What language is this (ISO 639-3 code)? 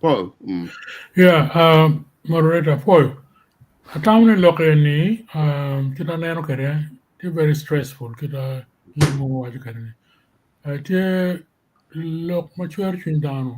ach